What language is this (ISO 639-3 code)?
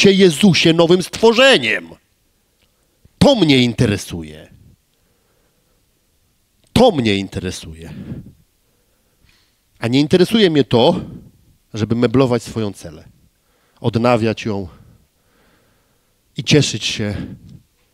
pol